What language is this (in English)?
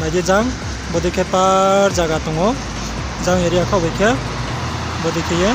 Riang (India)